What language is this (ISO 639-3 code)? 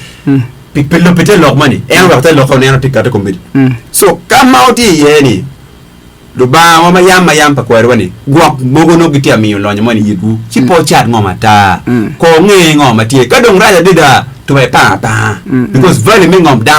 ach